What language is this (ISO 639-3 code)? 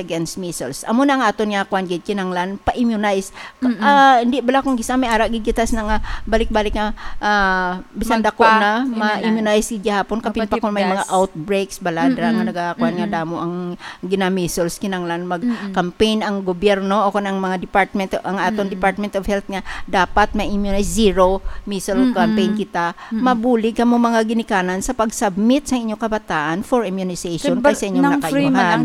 hil